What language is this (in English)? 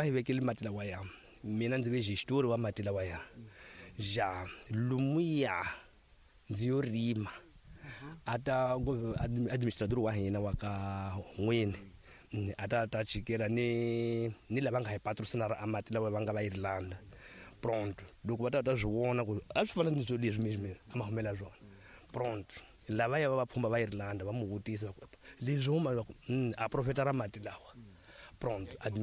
Tsonga